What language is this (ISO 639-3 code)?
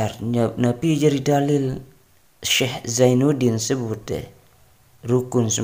sas